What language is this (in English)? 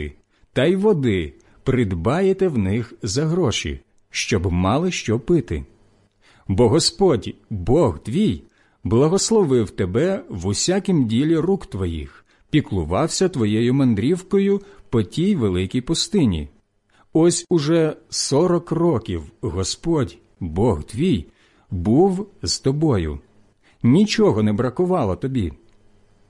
Ukrainian